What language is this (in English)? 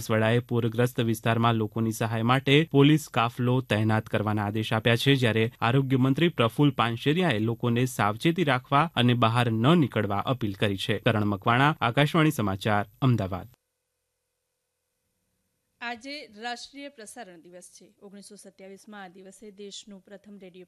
Gujarati